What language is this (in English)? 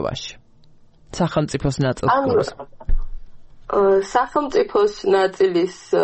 Georgian